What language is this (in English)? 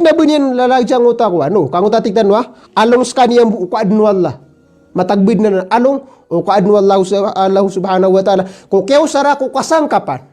Maranao